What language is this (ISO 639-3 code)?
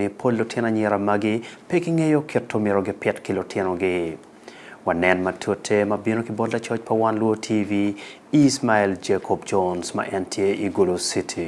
ach